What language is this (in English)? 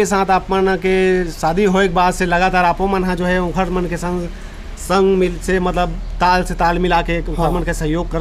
Chhattisgarhi